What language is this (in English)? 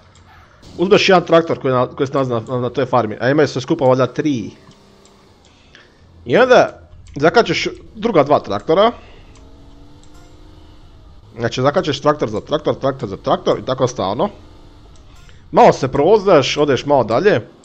Croatian